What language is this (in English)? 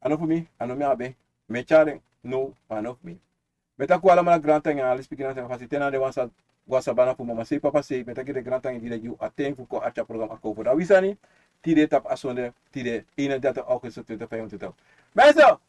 Sranan Tongo